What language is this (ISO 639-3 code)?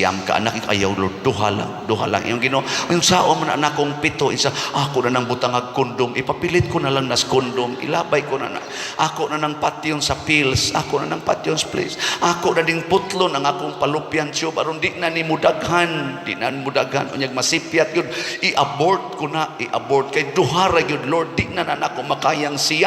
ceb